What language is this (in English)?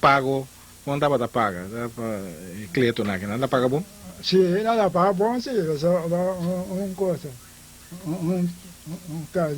Papiamento